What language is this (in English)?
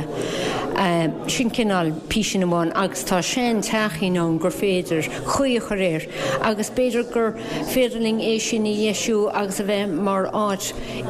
Irish